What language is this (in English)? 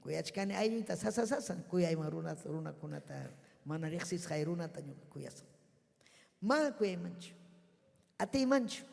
Ayacucho Quechua